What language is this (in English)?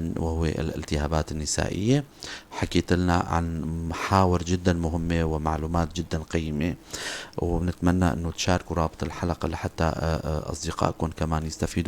North Levantine Arabic